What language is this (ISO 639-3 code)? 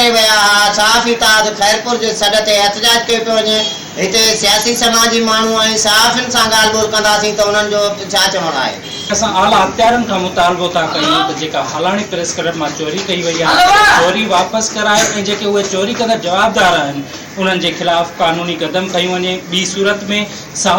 snd